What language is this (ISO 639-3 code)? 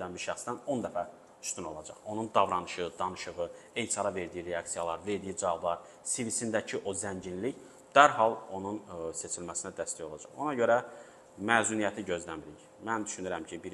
aze